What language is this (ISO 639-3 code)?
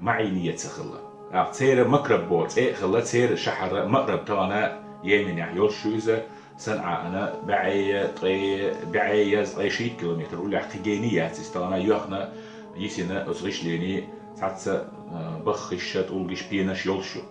che